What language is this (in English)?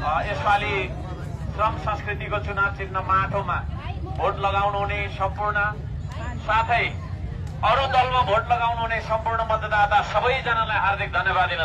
Nepali